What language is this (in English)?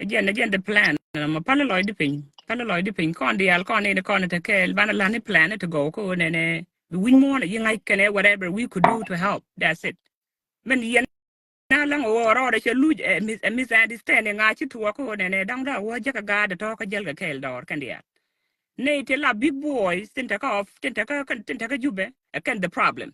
Nuer